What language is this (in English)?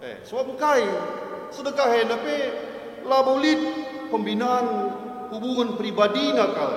Batak Karo